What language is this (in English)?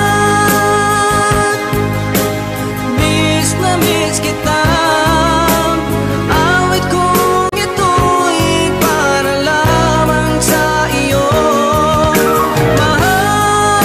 Filipino